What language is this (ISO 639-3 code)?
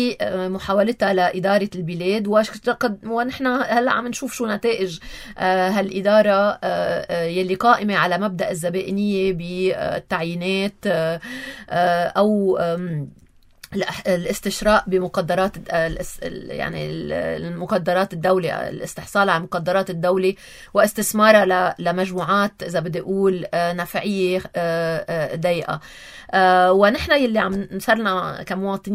apc